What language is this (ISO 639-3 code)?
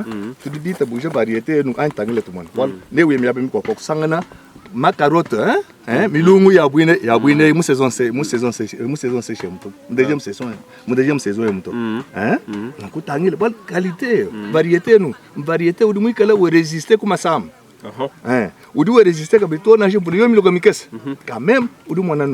lua